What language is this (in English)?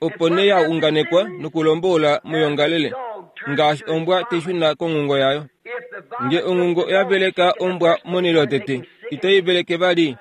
Kuanyama